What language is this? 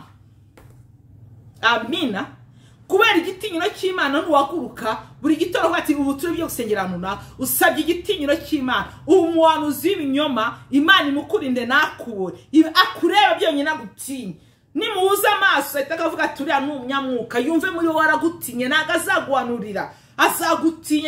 Kinyarwanda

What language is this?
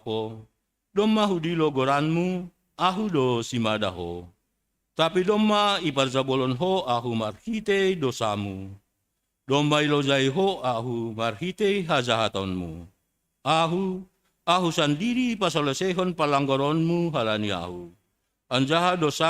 Batak Simalungun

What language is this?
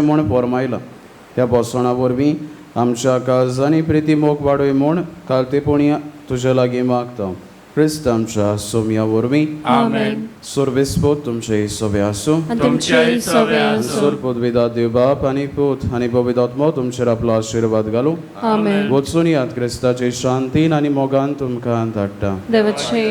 Konkani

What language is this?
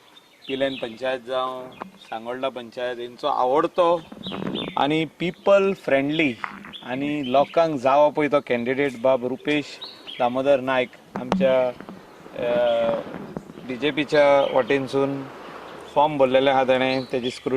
Konkani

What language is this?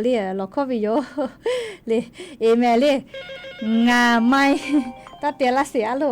Lahu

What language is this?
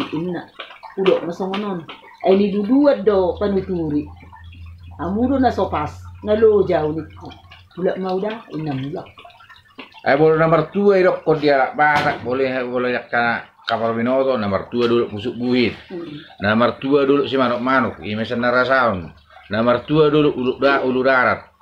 Batak Toba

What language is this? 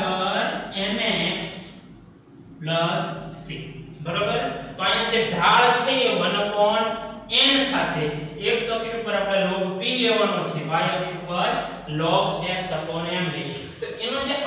Gujarati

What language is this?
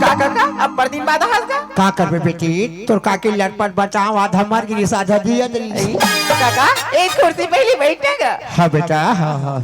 Chhattisgarhi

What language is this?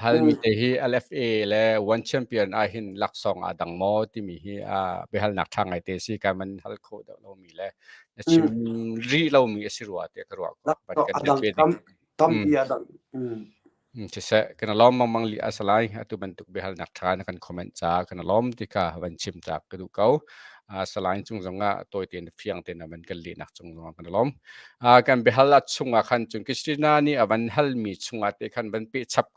Hakha Chin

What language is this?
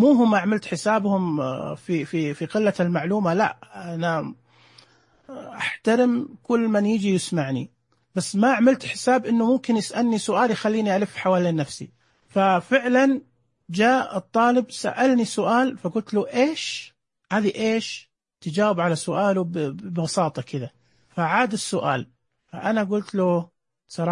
Najdi Arabic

